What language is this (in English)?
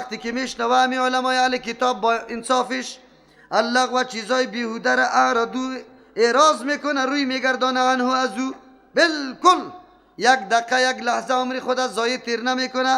Persian